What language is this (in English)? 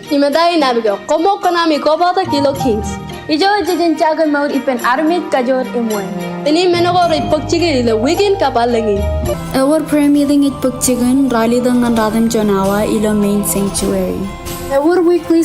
Marshallese